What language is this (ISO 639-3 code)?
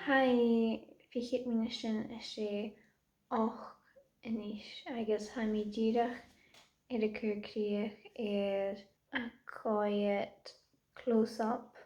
gla